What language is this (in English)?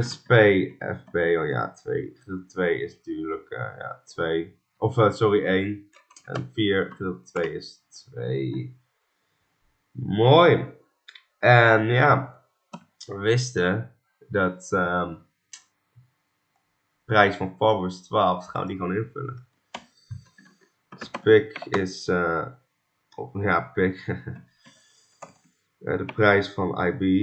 Dutch